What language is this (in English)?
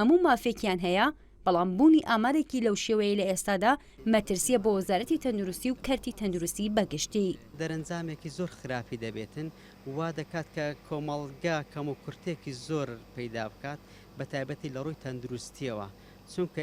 Central Kurdish